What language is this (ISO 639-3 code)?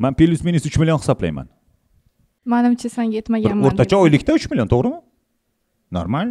uzb